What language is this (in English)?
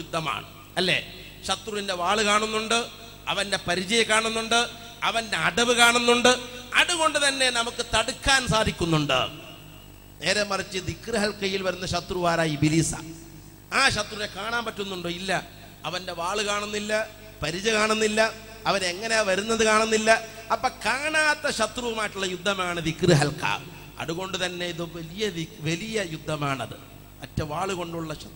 Malayalam